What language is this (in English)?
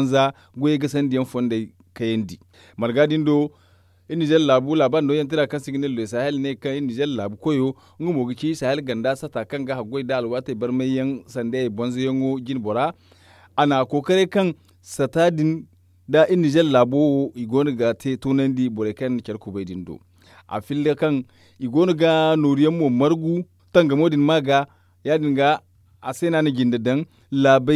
Zarma